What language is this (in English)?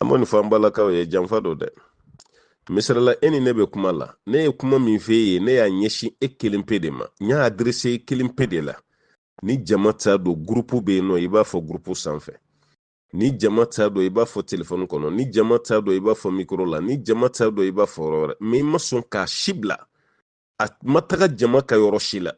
Bambara